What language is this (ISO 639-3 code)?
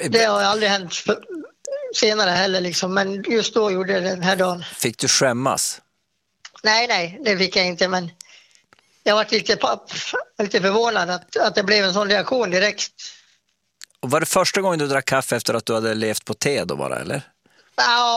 swe